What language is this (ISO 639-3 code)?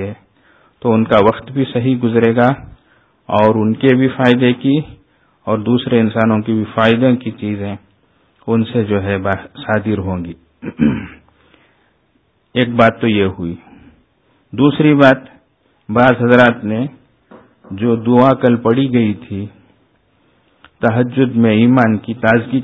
urd